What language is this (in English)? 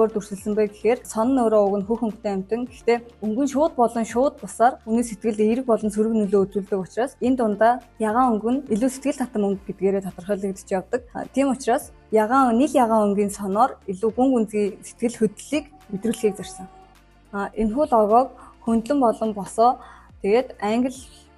Mongolian